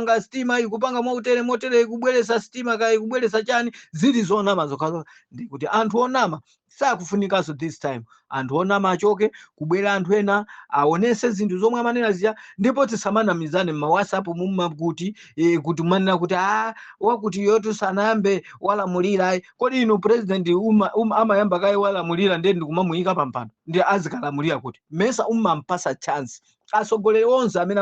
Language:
Nyanja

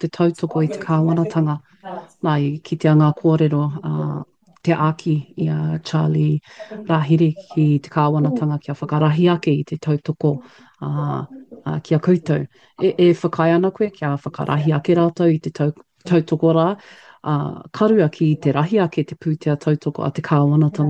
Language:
Māori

